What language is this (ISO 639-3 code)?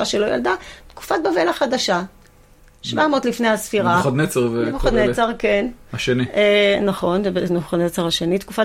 heb